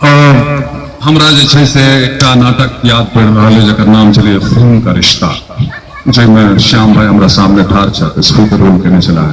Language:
Maithili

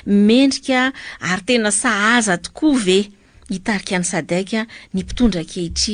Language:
Malagasy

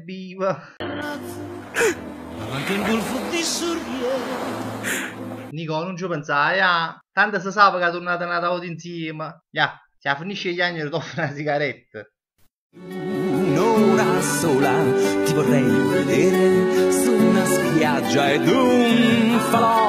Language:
Neapolitan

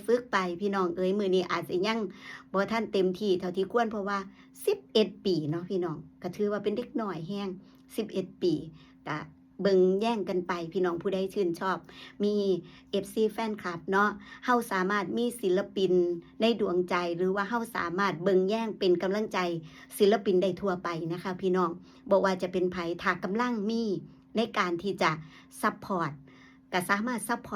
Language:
Northeastern Thai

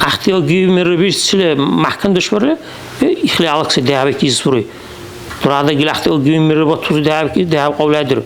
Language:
Dargwa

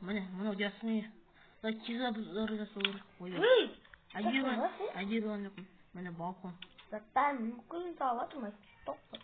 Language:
Kazakh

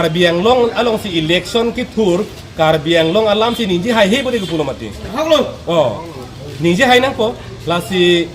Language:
Karbi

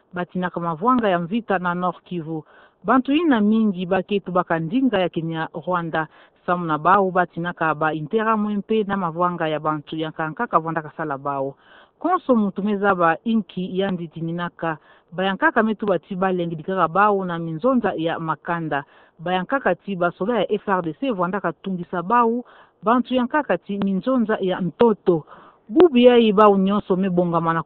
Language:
Kituba (Democratic Republic of Congo)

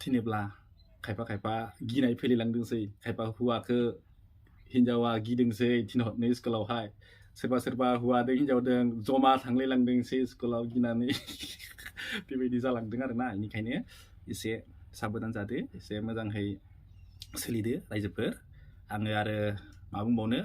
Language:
Bodo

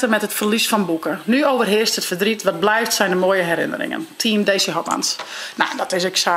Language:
Western Frisian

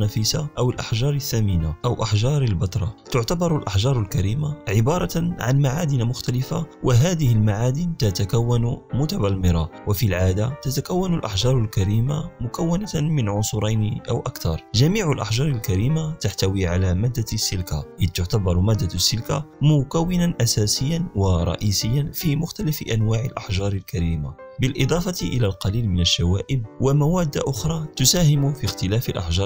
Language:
Arabic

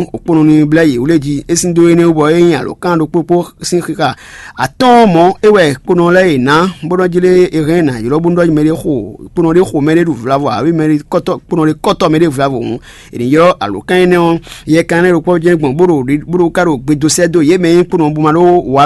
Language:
Fon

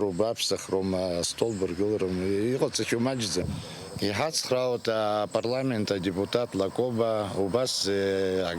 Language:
Abkhazian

